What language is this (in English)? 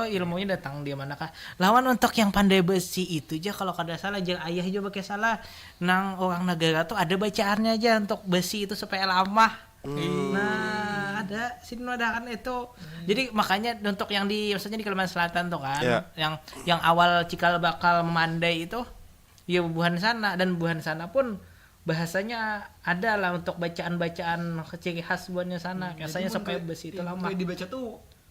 Banjar